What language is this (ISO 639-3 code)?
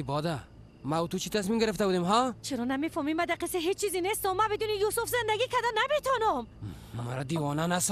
fas